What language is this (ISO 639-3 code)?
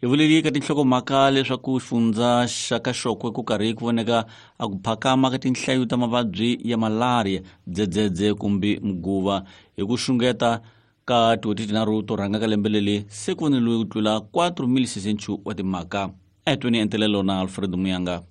tso